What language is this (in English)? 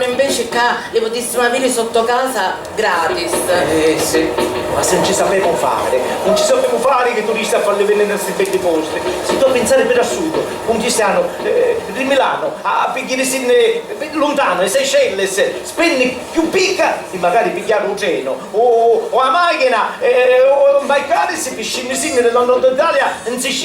Sicilian